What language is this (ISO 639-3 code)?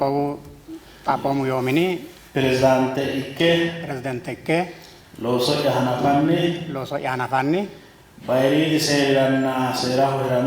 sid